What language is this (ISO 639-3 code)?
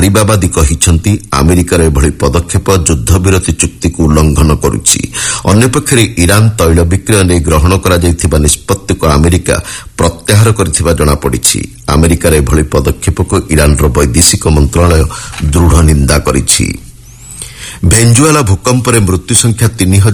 ori